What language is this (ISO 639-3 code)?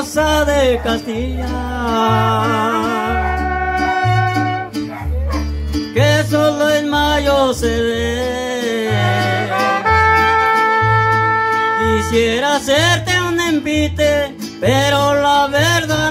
spa